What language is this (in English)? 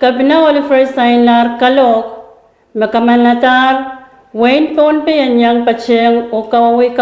Pohnpeian